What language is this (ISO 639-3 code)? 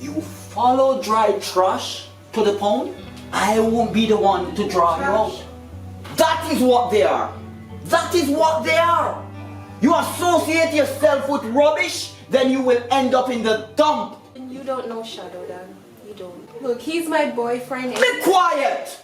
jam